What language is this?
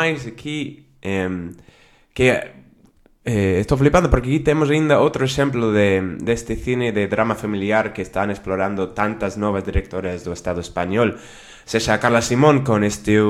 Galician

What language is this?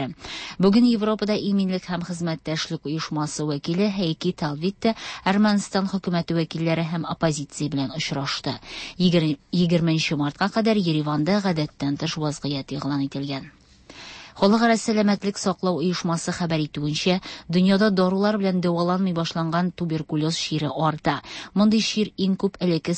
Tatar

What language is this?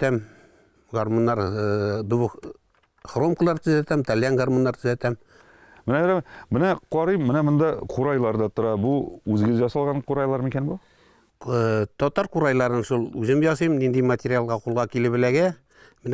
Tatar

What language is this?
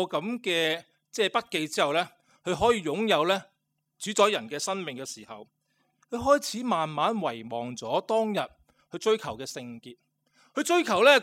Cantonese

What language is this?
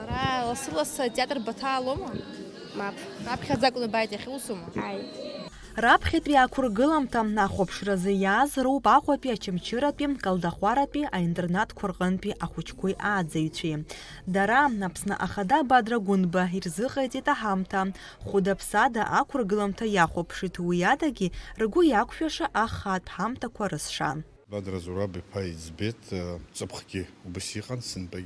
Abkhazian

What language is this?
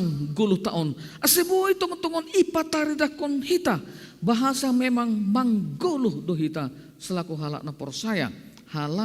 Batak Simalungun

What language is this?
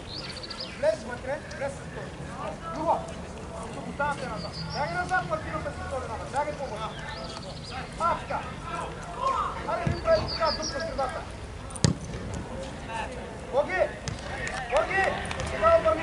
Bulgarian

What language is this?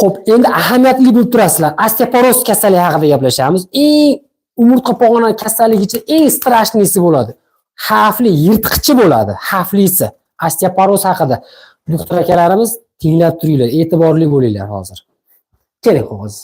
Uzbek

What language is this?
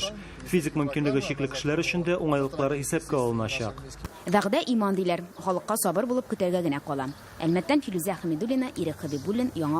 Tatar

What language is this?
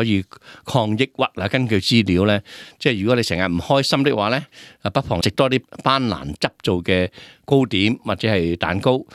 Cantonese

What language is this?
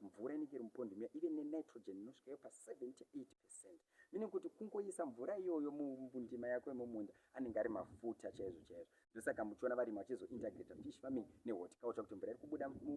Shona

